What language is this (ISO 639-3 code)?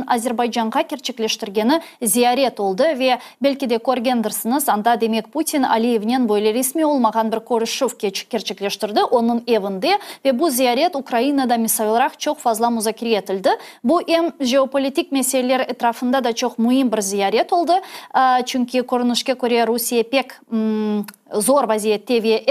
crh